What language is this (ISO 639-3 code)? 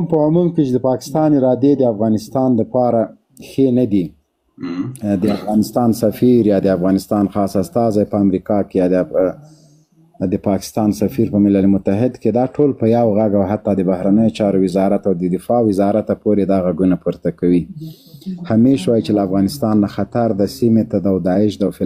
pus